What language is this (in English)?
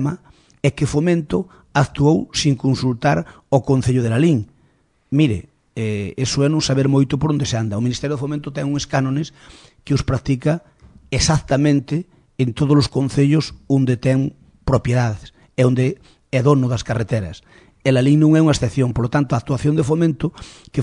Galician